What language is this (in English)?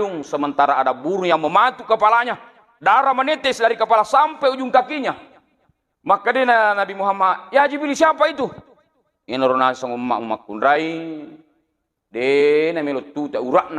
Buginese